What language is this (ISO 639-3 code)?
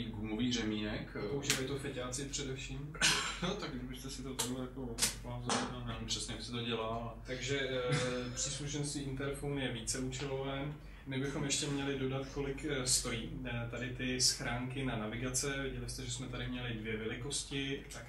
ces